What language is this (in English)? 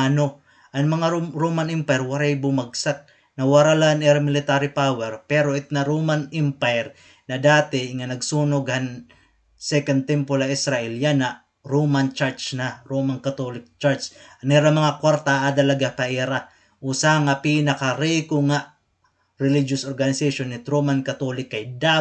Waray